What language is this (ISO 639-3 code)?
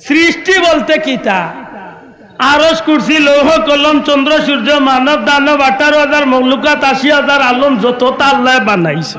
syl